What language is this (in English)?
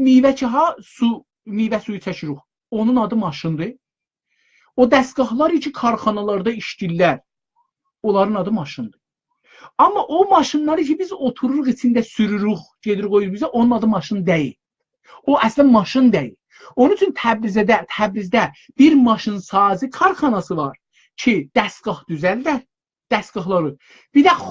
South Azerbaijani